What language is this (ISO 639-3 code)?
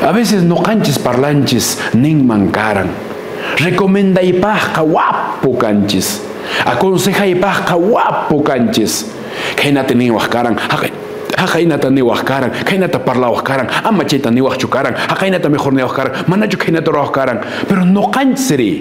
que